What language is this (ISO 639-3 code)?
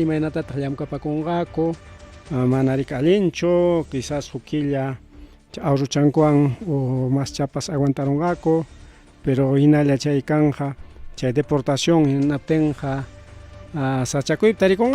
quy